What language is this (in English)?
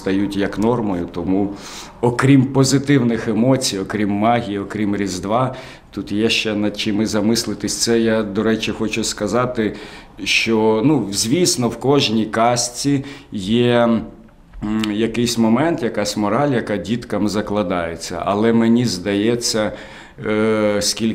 Ukrainian